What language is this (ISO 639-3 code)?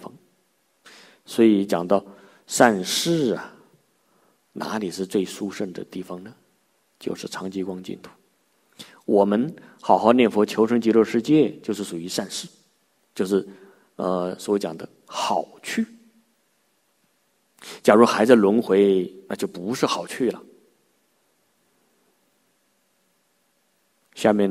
zho